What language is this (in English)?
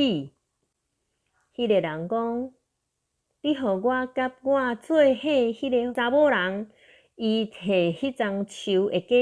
Min Nan Chinese